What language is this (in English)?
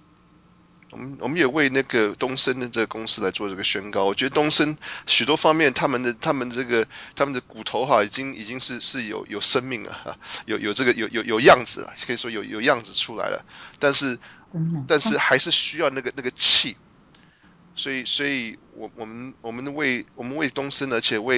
Chinese